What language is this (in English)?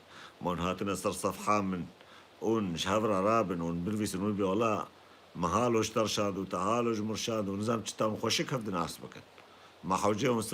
Kurdish